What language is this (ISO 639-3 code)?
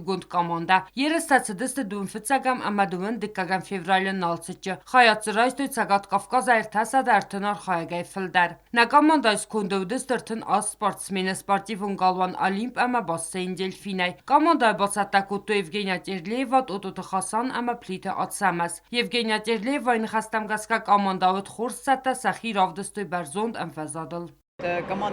oss